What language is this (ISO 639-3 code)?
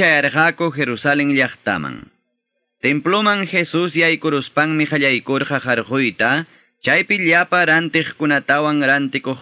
quy